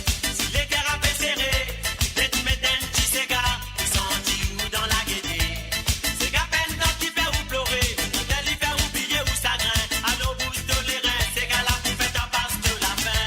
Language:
Morisyen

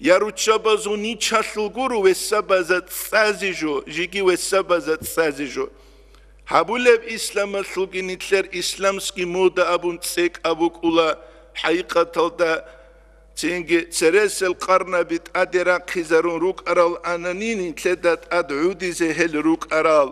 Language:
Avaric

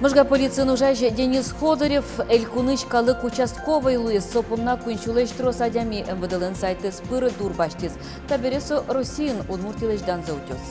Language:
Udmurt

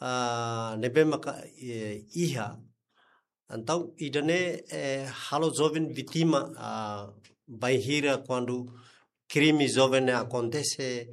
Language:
Tetum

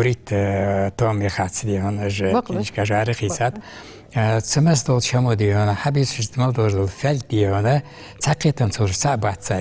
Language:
Ingush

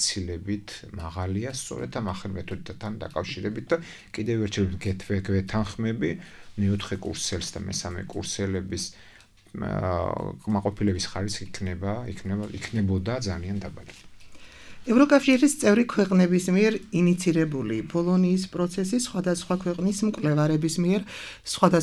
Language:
Georgian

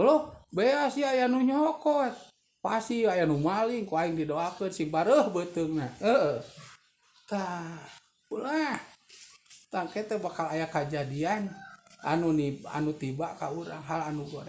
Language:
Sundanese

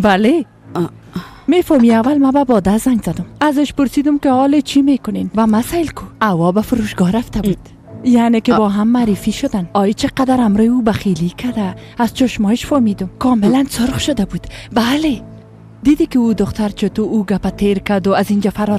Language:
Persian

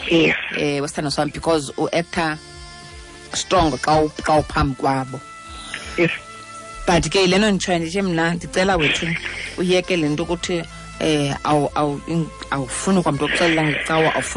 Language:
Xhosa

